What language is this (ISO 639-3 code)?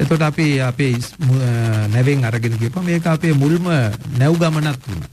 sin